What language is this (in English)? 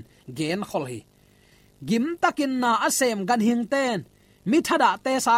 Tedim Chin